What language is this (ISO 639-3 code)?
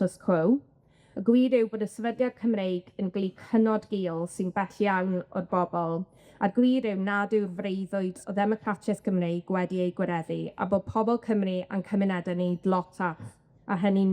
cym